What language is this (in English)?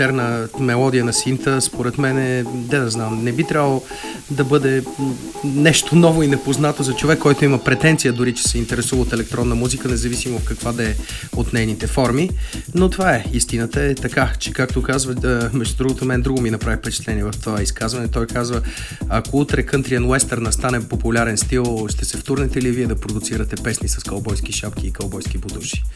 Bulgarian